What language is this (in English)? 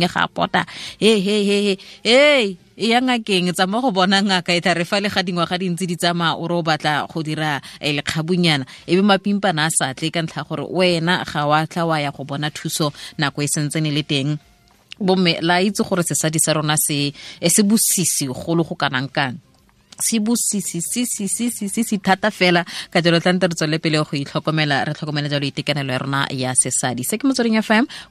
Tswana